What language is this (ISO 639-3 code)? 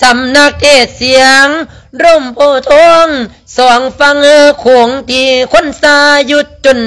lao